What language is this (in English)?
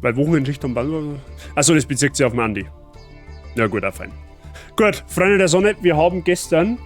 Bavarian